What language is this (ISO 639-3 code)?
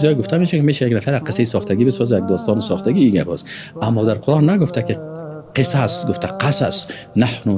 fas